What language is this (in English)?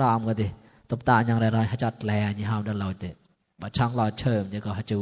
Mon